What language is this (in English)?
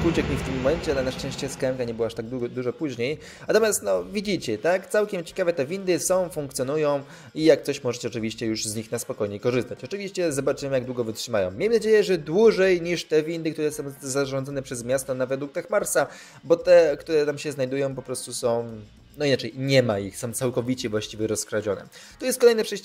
Polish